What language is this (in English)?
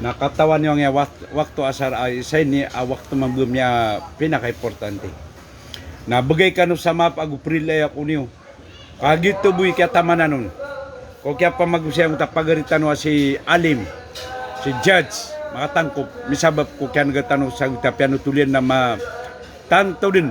Maranao